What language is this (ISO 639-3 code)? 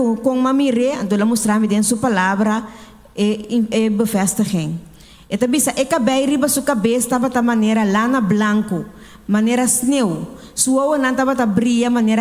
pap